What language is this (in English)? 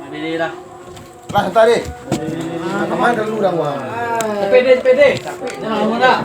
Minangkabau